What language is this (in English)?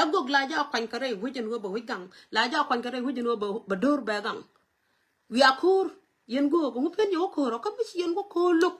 Nuer